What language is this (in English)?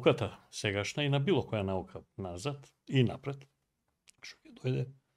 Macedonian